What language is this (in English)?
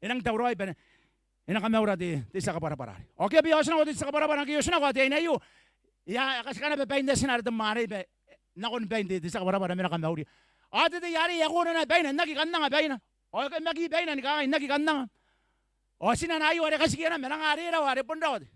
Gilbertese